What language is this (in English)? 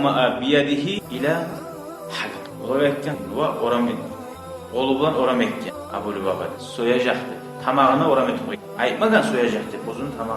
Kumyk